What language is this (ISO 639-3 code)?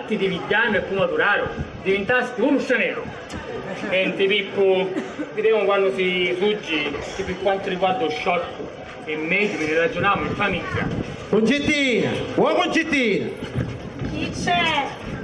scn